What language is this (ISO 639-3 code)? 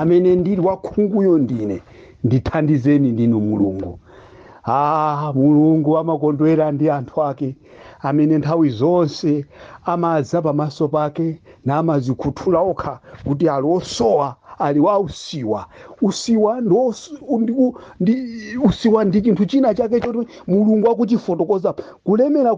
nya